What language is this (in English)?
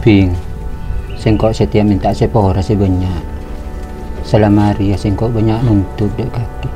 Madurese